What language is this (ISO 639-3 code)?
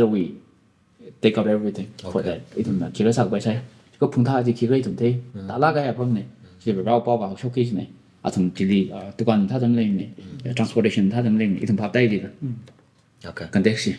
nmf